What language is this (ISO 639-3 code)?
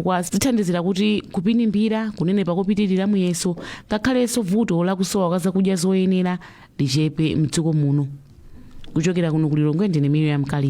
nya